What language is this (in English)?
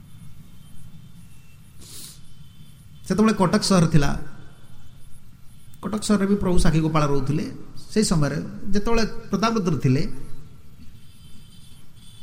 Odia